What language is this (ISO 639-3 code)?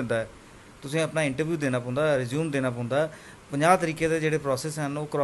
doi